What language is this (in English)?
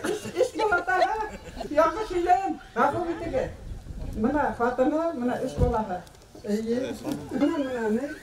Bashkir